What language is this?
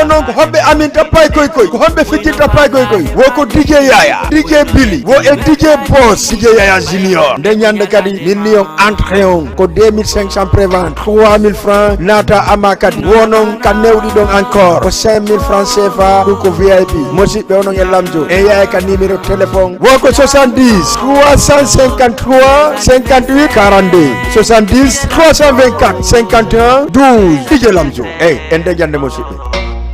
Fula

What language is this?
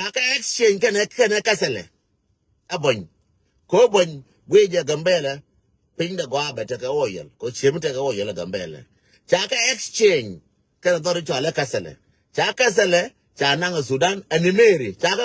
Nuer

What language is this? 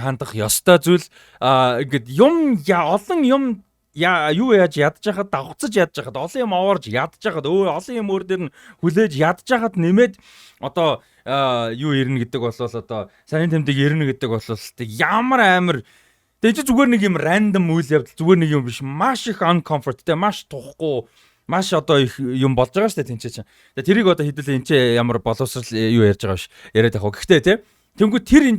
Mongolian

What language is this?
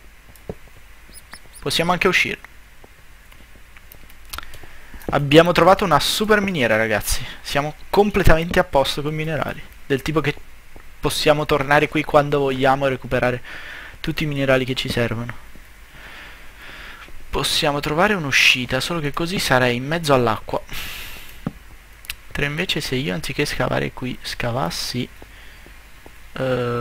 Italian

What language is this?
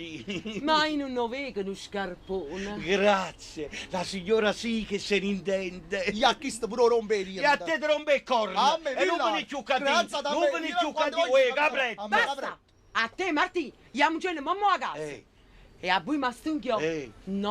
Neapolitan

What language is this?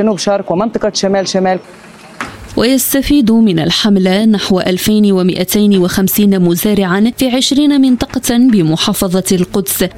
Arabic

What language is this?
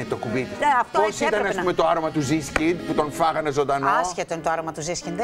Greek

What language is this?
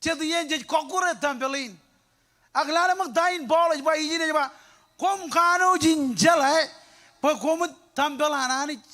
Marshallese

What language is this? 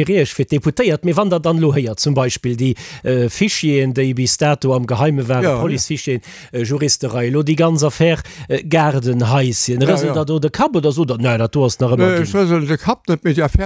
Luxembourgish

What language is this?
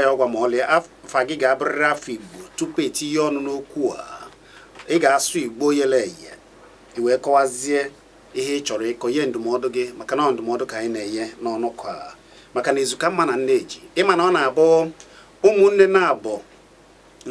Igbo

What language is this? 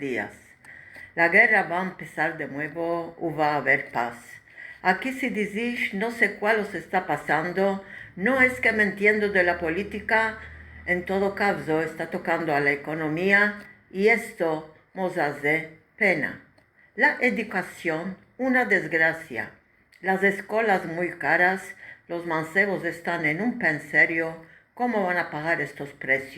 Ladino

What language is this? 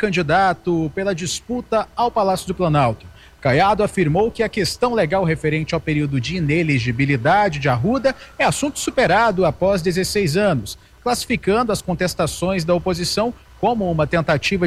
Portuguese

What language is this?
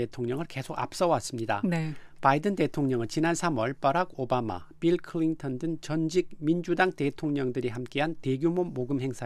Korean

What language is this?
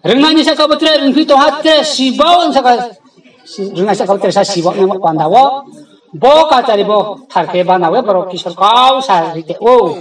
Riang (India)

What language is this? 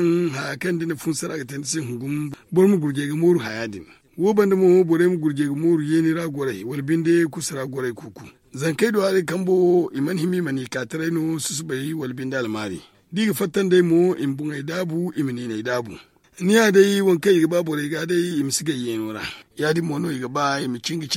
Zarma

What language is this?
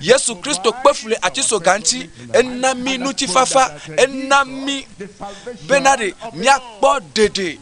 Ewe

